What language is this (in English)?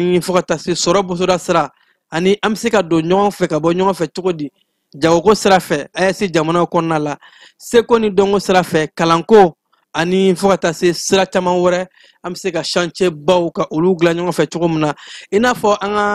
Bambara